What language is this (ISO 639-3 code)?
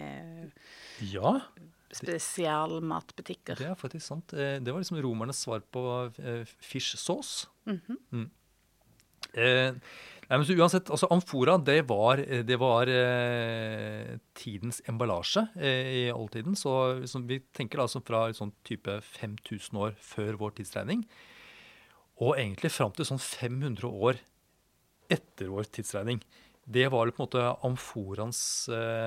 nor